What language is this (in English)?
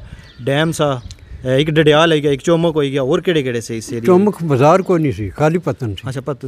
Pahari-Potwari